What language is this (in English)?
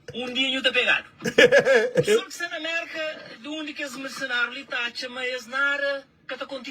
Kabuverdianu